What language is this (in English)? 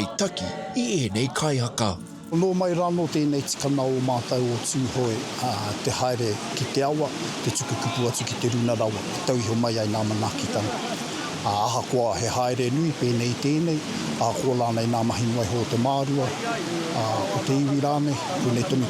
Māori